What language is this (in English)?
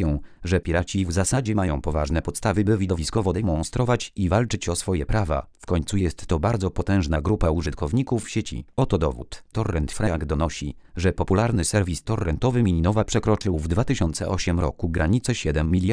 Polish